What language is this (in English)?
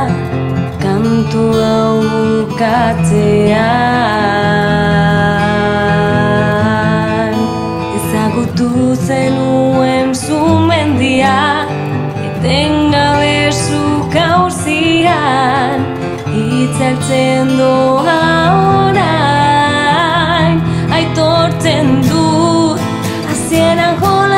Basque